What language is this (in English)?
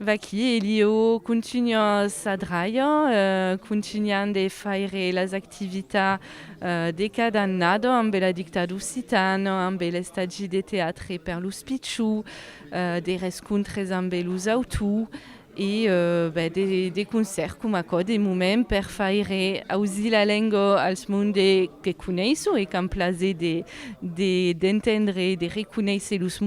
Occitan